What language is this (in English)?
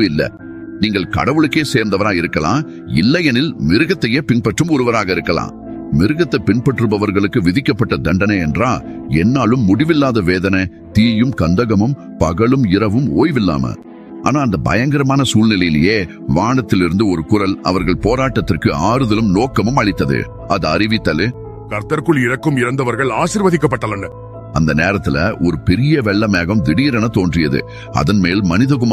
Tamil